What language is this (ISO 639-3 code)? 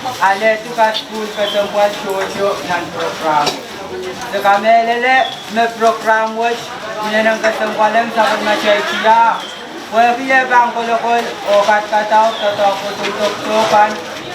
pon